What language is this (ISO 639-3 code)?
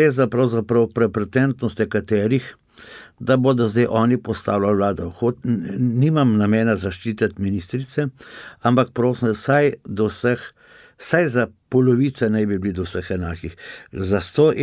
slv